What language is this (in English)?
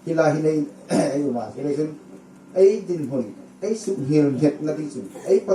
Hmar